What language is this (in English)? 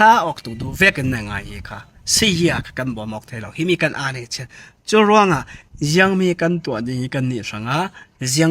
Falam Chin